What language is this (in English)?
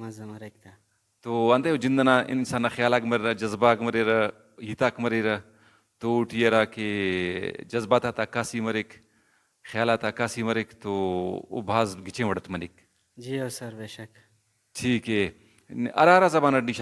Brahui